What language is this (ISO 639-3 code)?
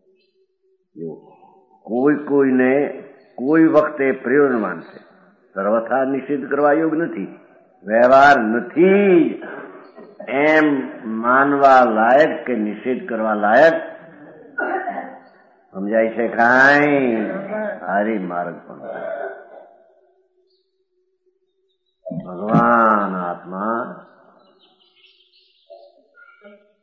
guj